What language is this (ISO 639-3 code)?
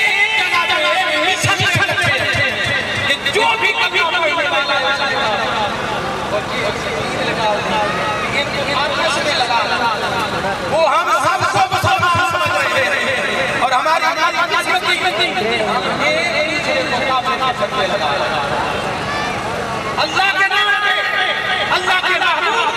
urd